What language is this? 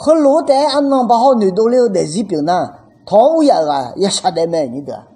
Akha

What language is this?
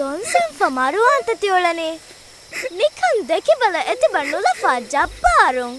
Divehi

